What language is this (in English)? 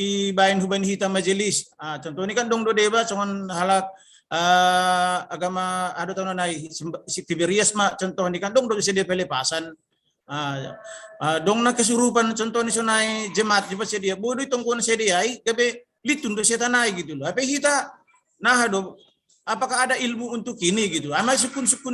Batak Simalungun